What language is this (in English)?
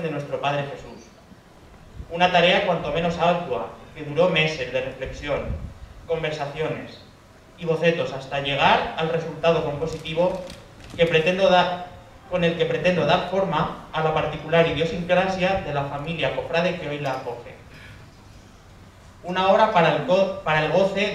Spanish